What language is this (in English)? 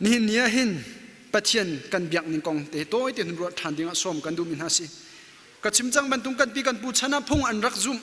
Hakha Chin